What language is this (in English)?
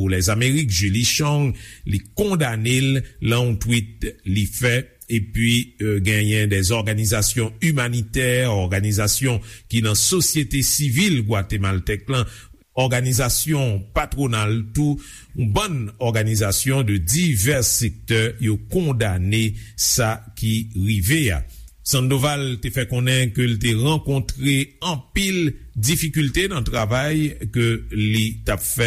Haitian Creole